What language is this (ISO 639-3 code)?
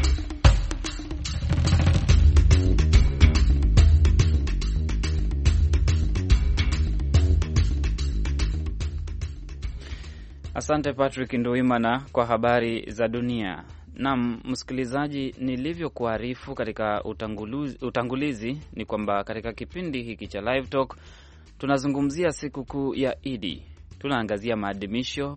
swa